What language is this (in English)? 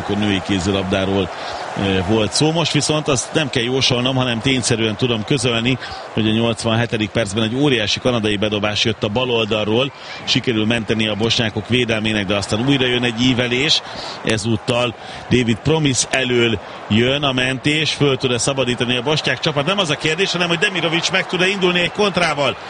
Hungarian